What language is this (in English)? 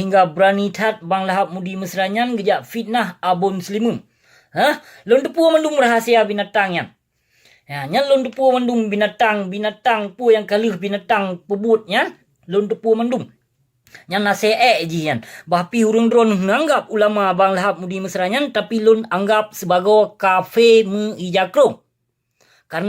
Achinese